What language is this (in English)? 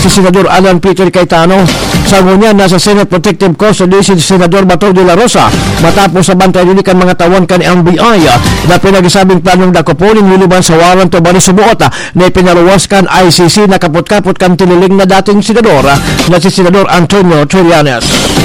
Bikol